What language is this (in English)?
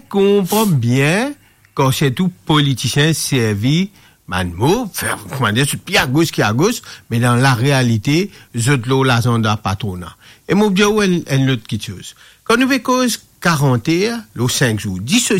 Morisyen